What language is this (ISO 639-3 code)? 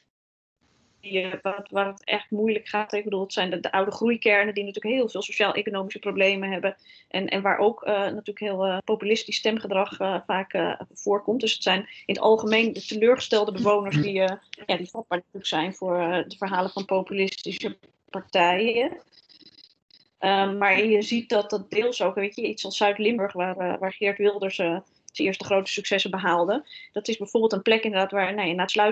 nld